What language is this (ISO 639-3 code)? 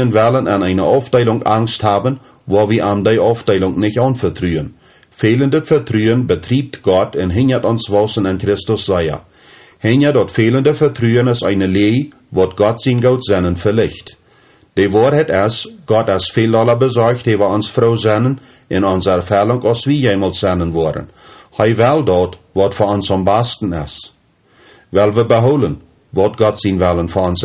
pdt